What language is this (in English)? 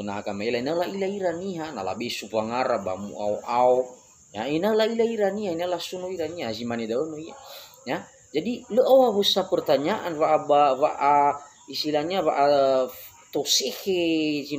Nias